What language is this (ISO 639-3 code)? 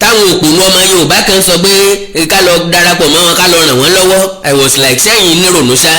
yor